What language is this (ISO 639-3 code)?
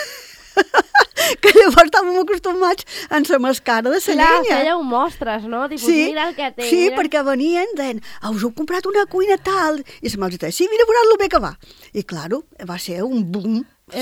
cat